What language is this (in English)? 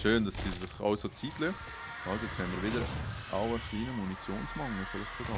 Swiss German